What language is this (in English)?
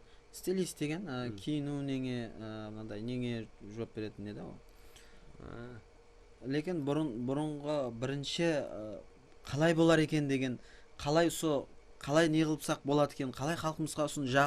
Kara-Kalpak